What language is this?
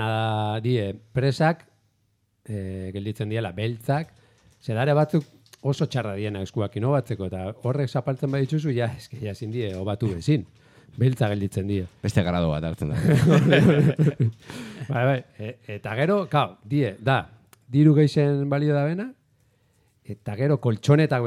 Basque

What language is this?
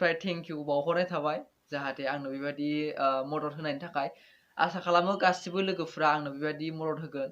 Bodo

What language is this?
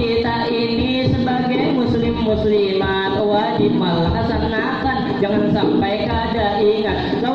Banjar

